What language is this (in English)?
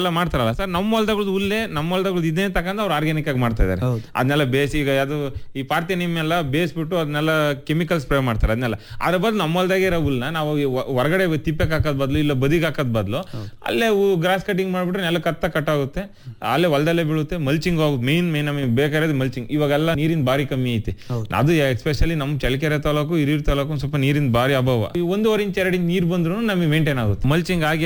Kannada